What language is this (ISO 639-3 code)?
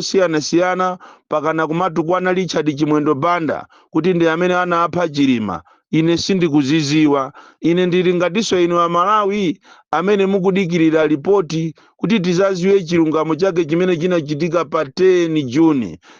nya